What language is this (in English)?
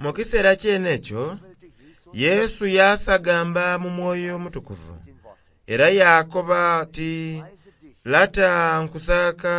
Soga